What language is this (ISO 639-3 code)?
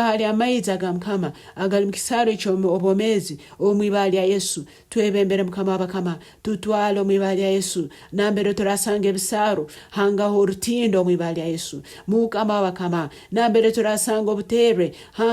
nyn